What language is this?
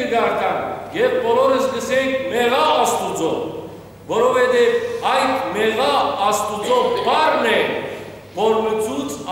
Western Armenian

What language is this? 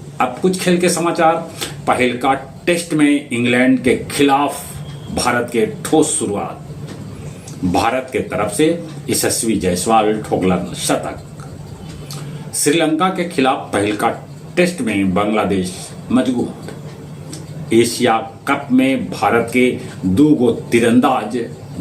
Magahi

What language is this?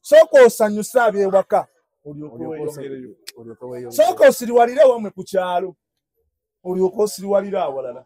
Ganda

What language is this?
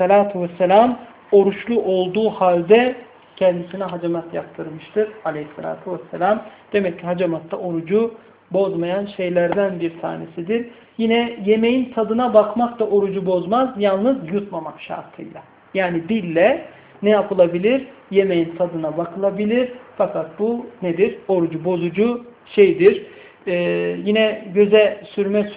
Turkish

